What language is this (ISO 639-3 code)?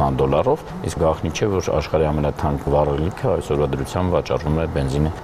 hye